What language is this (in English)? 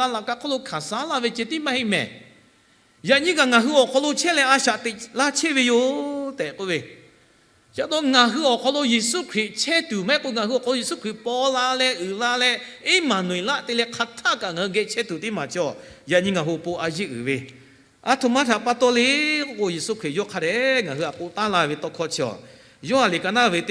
Lahu